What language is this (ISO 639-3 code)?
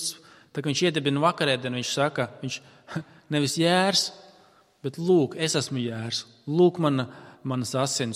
lav